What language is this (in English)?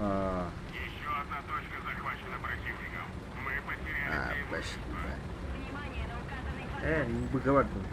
Yakut